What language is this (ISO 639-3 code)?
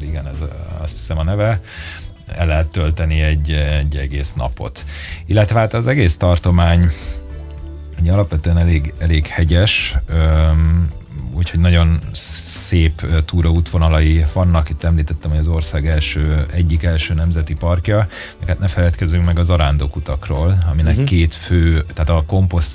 hun